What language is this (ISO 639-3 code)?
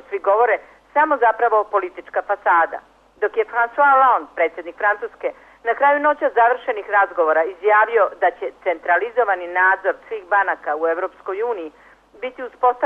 srp